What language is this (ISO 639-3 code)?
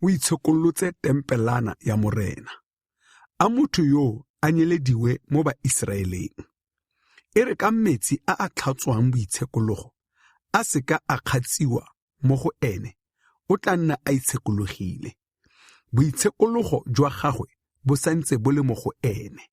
tsn